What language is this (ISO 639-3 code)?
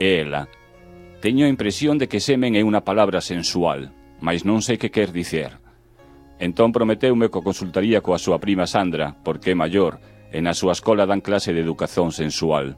glg